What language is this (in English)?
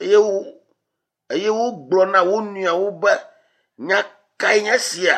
Ewe